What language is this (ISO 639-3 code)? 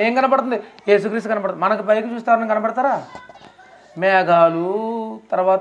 tel